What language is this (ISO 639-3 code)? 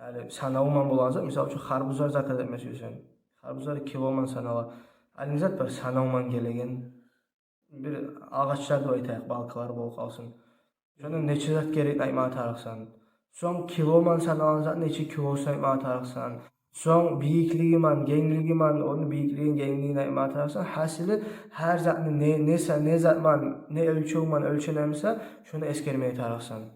kum